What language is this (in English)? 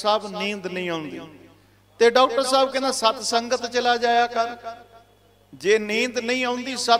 Punjabi